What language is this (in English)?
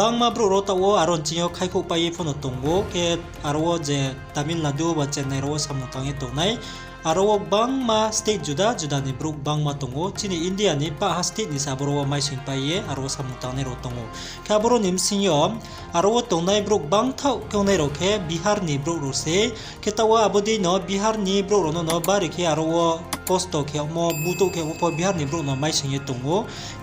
Riang (India)